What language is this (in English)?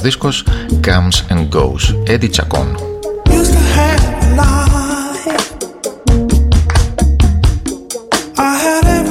Greek